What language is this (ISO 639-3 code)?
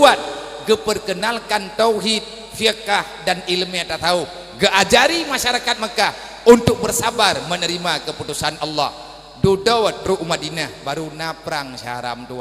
ace